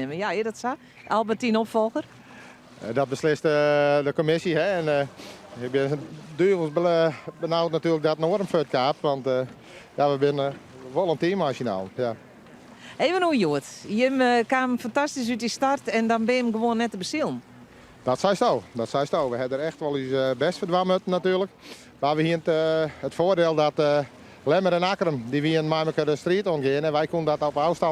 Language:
Western Frisian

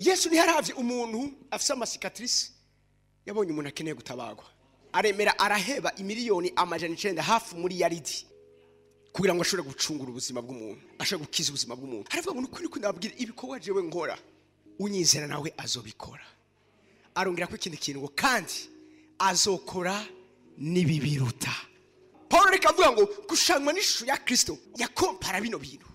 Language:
Rundi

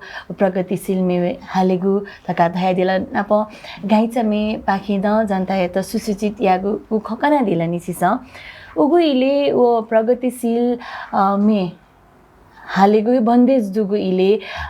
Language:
Newari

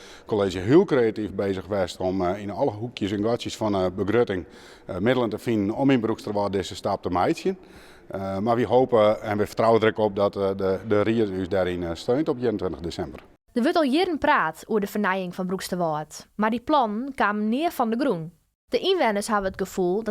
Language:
Western Frisian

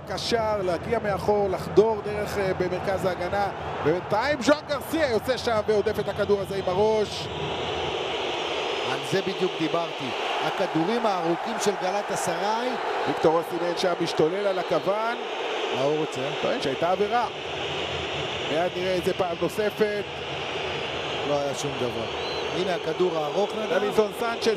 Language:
Hebrew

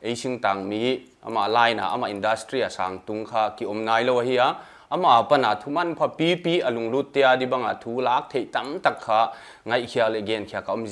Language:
Paite Chin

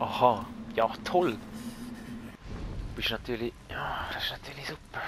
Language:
Swiss German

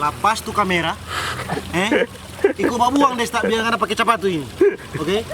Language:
Manado Malay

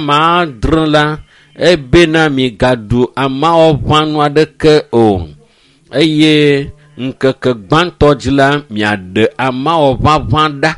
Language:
Ewe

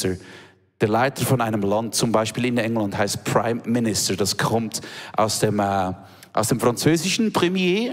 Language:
Swiss German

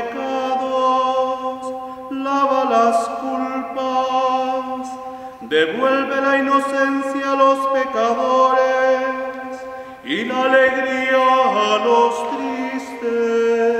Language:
Spanish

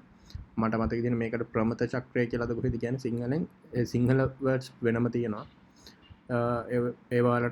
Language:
Sinhala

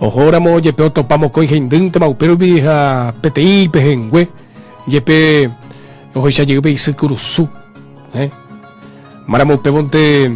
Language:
Guarani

